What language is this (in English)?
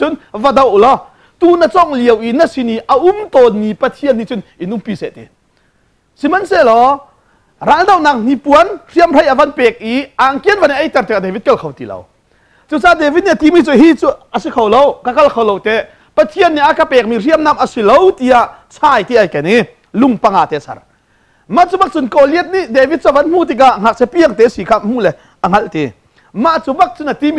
Hakha Chin